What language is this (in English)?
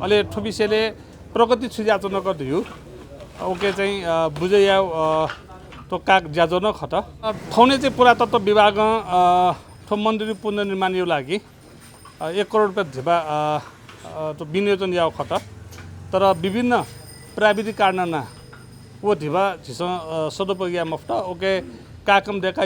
Newari